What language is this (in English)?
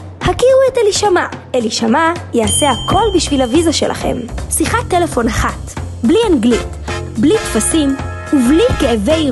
Hebrew